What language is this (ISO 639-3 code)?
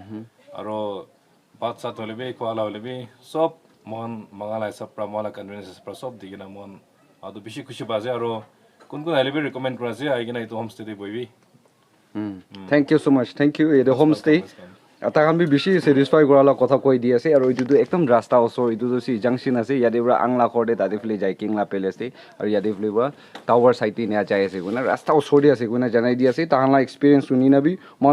nag